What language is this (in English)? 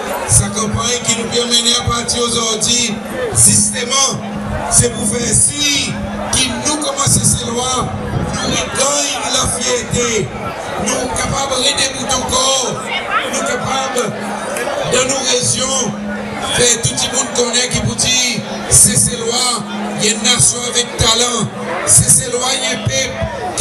Seselwa Creole French